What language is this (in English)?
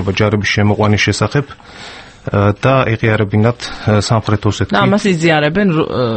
Georgian